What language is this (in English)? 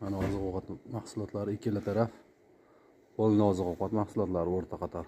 Uzbek